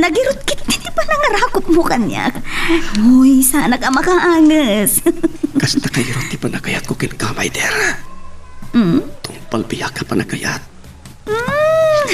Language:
Iloko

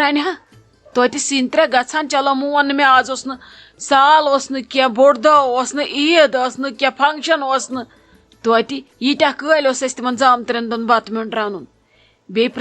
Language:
Kashmiri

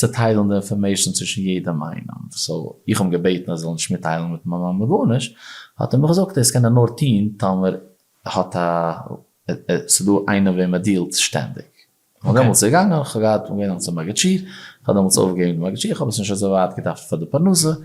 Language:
Yiddish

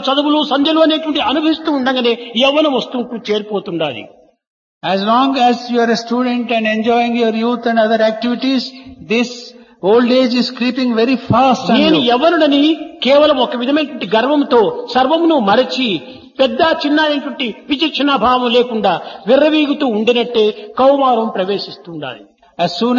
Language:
Telugu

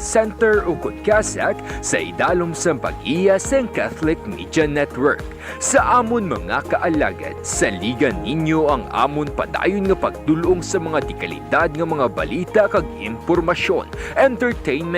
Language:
Hiligaynon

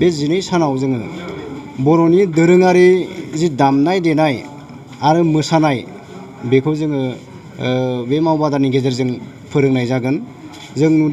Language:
Bodo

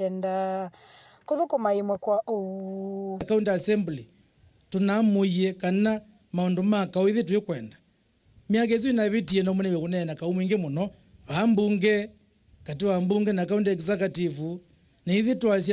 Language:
Kamba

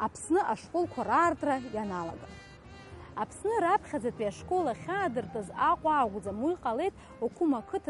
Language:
Abkhazian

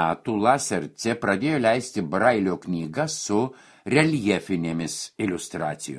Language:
Lithuanian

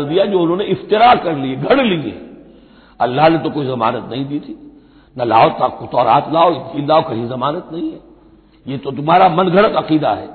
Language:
Urdu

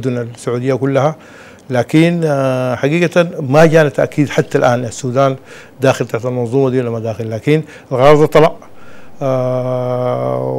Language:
Sudanese Arabic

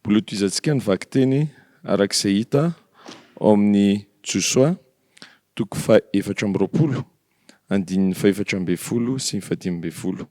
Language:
Malagasy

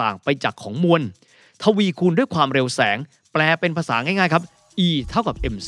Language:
Thai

